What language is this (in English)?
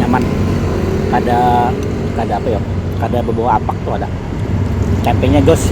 Banjar